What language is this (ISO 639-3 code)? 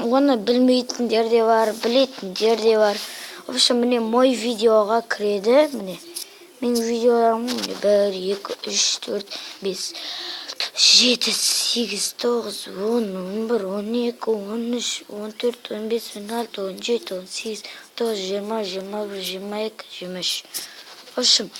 kaz